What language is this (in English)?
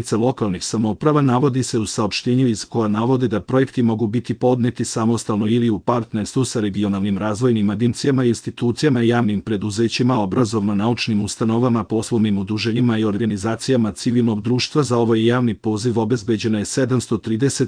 Serbian